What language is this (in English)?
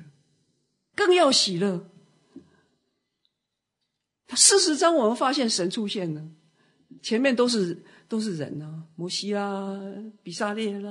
Chinese